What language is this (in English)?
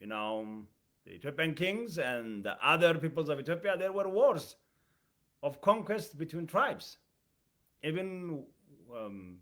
English